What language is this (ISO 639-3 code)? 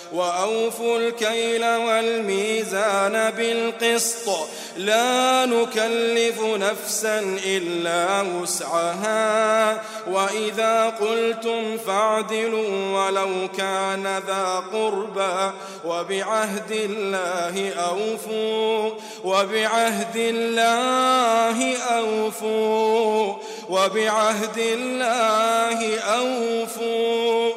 ara